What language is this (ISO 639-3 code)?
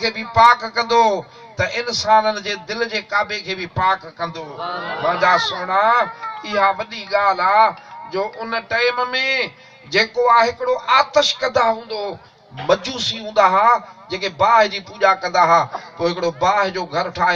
snd